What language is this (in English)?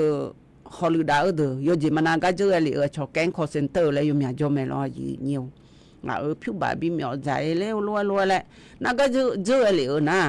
Akha